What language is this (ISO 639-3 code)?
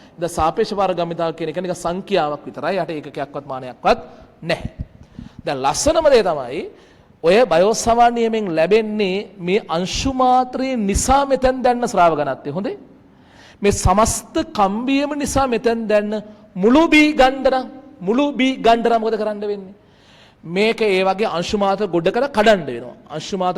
sin